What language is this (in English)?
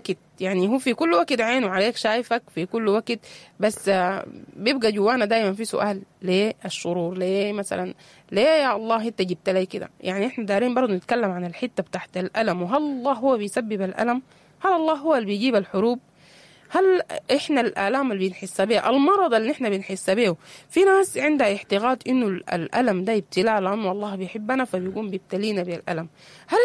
Sudanese Arabic